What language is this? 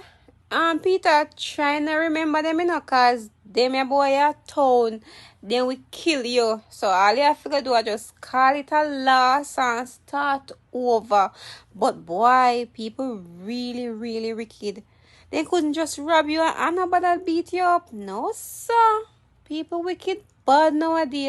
Jamaican Creole English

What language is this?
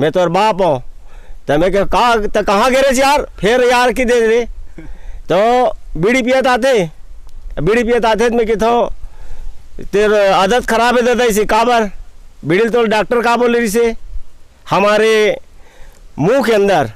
Chhattisgarhi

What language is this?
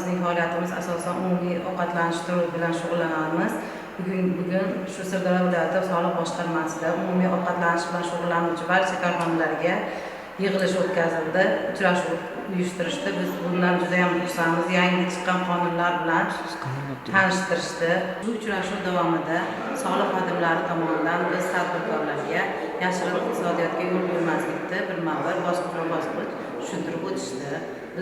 Uzbek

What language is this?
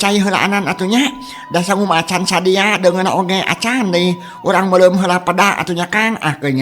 Sundanese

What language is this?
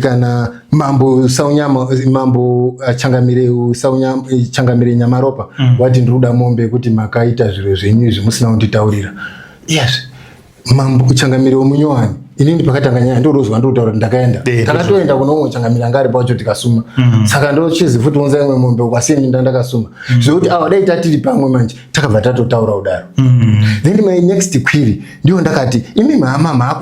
Shona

